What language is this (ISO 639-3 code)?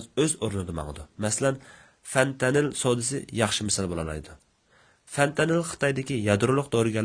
uig